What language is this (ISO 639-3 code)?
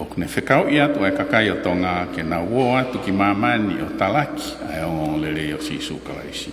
ton